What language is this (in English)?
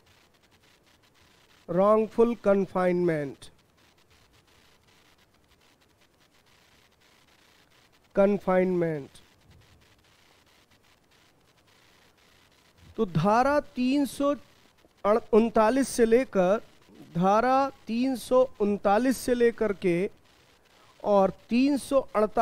Hindi